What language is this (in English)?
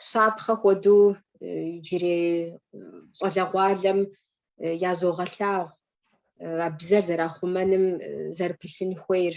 Kabardian